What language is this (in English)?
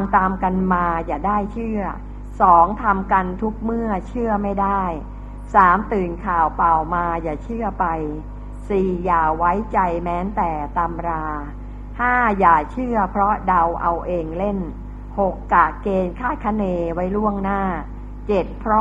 Thai